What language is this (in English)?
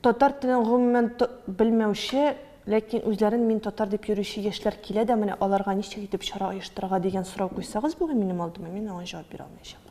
Tatar